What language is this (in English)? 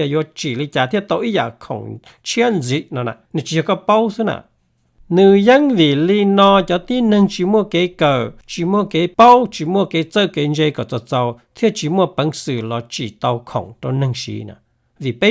Hmong